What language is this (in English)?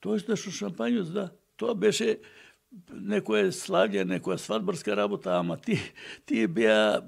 Macedonian